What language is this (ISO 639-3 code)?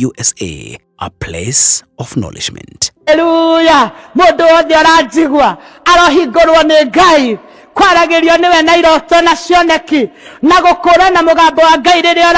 kik